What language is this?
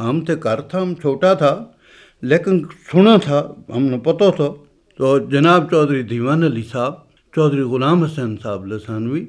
Gujari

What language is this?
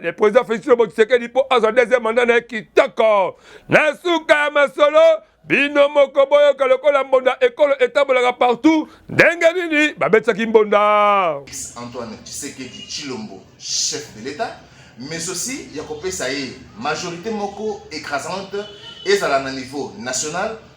Lingala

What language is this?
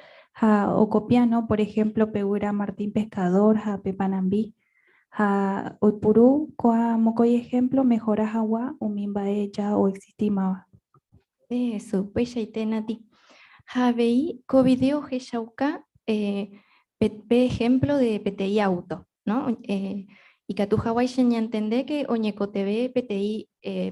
Guarani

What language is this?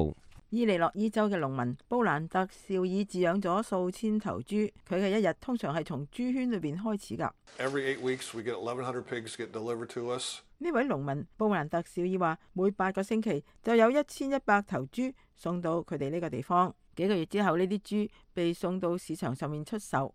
Cantonese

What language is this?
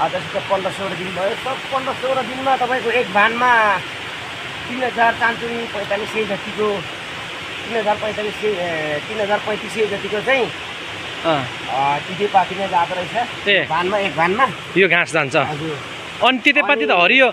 Nepali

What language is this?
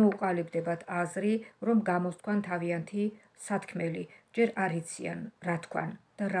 Georgian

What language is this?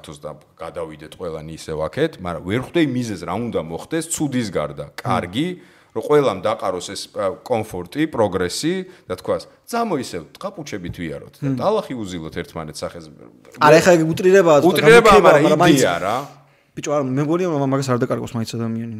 Georgian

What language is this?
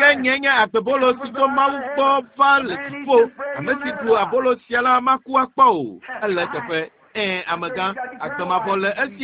Ewe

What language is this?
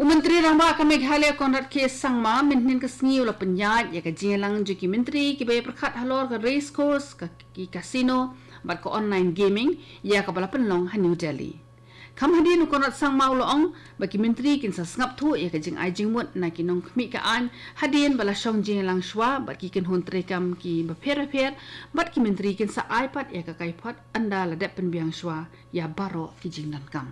Khasi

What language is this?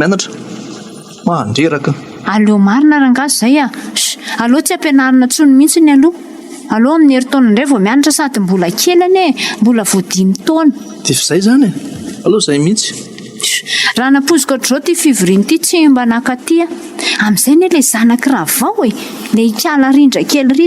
Malagasy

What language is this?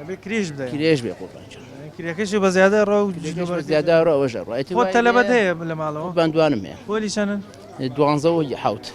Central Kurdish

